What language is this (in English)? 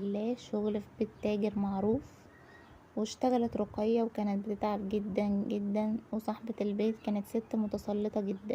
Egyptian Arabic